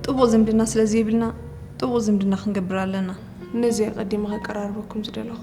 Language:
Tigrinya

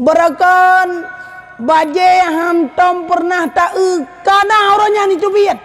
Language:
Achinese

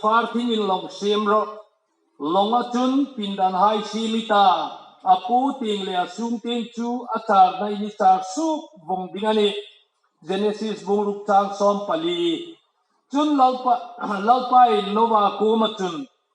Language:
Hmar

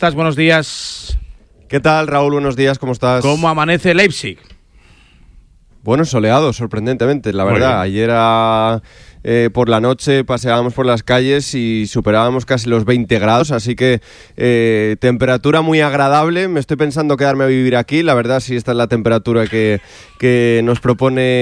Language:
Spanish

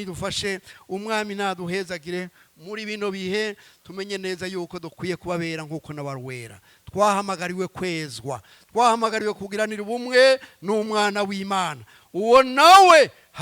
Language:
Rundi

